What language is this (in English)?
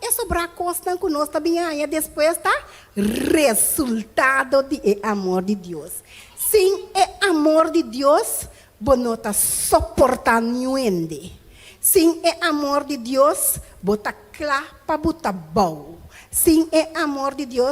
Papiamento